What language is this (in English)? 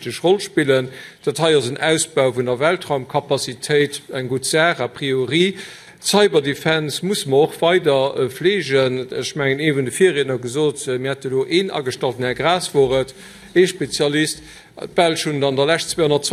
Luxembourgish